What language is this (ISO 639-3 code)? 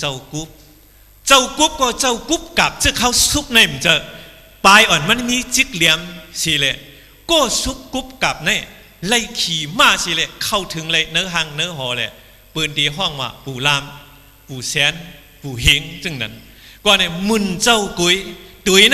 shn